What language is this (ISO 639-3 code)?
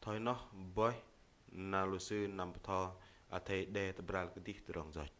bdq